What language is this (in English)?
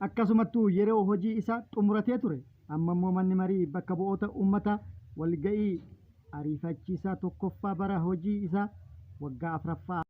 Oromo